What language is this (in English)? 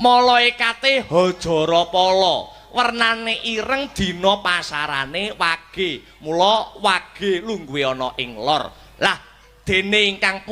Javanese